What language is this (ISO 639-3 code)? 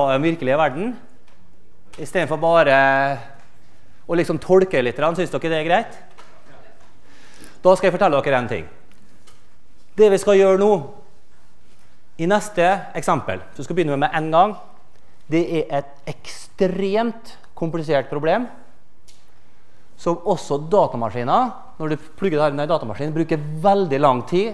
nor